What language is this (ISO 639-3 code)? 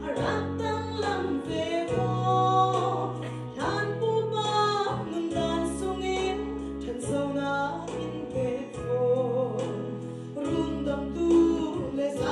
cfm